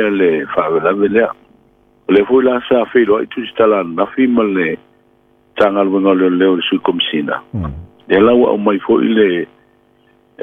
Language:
Samoan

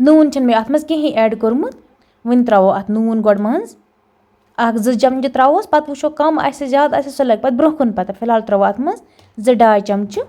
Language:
Kashmiri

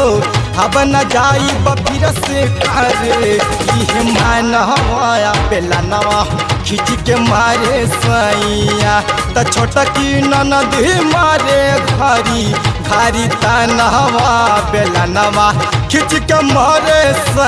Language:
Bhojpuri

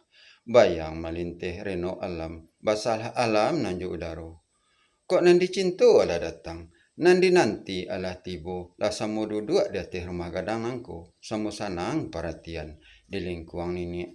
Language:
Minangkabau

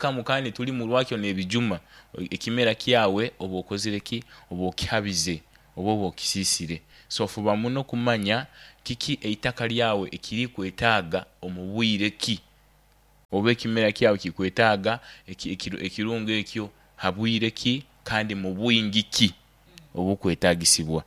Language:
Nyoro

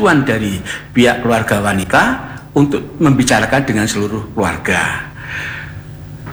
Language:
Indonesian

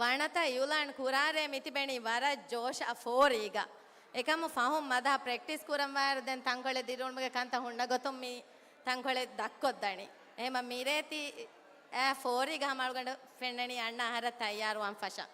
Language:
Divehi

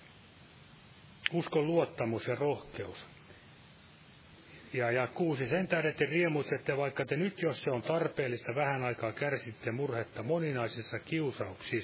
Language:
Finnish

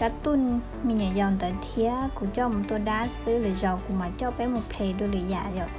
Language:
Hmong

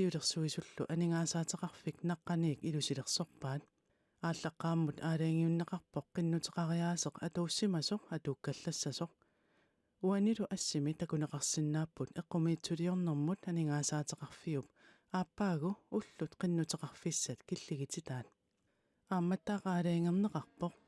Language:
Kalaallisut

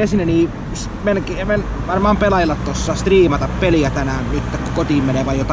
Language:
Finnish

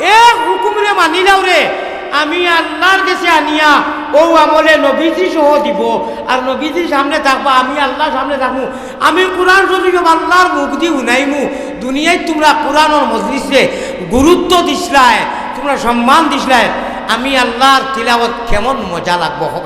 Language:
Sylheti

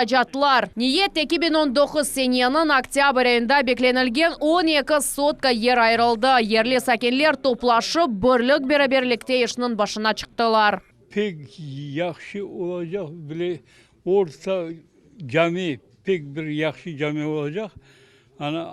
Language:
Crimean Tatar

